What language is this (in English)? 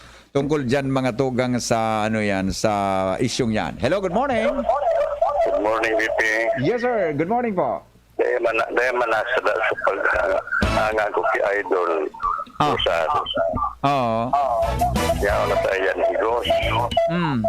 Bikol